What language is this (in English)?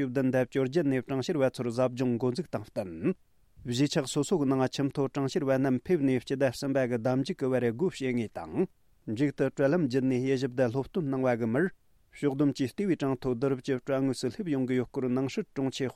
Tibetan